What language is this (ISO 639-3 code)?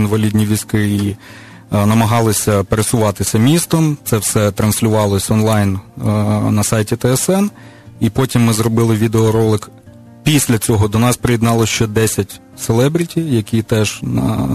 ukr